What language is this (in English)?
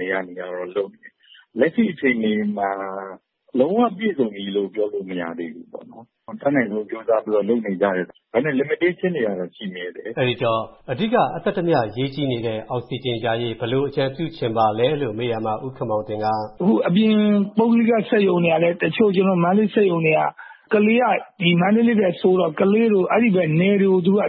Burmese